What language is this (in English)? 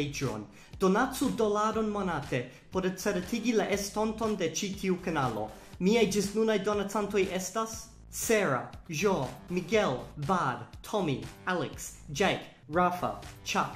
Esperanto